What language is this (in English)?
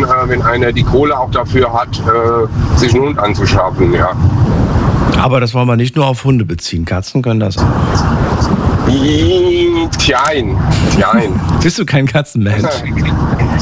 German